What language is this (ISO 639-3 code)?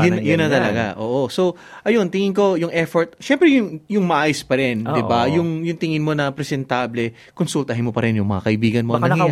fil